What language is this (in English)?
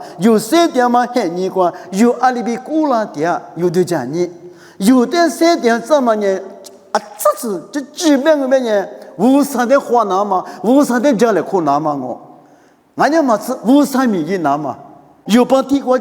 Lisu